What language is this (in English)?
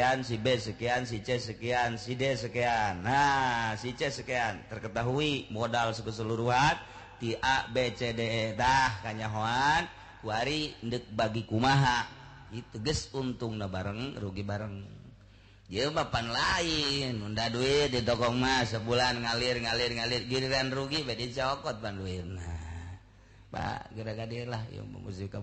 Sundanese